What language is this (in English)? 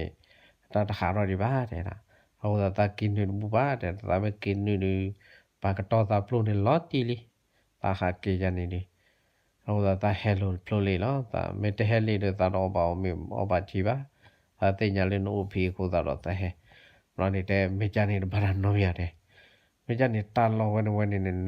S'gaw Karen